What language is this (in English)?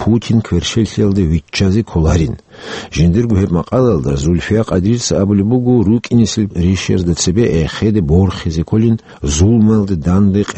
Avaric